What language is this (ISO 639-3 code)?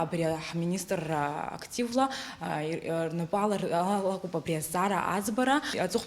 abk